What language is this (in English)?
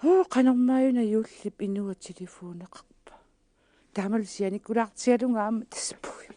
Kalaallisut